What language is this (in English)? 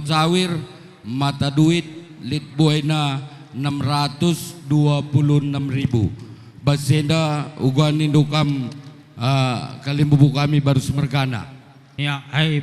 Batak Karo